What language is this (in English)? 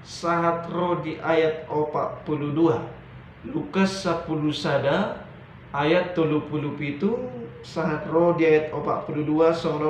Batak Toba